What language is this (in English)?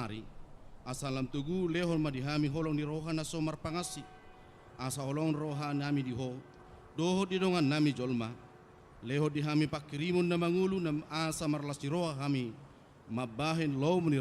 Batak Toba